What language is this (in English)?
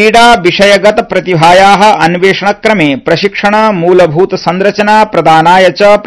Sanskrit